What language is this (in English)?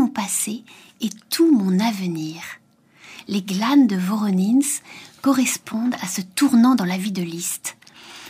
French